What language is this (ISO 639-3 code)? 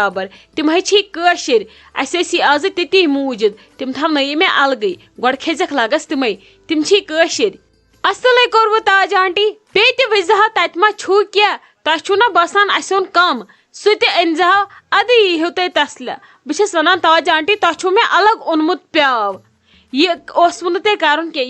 kas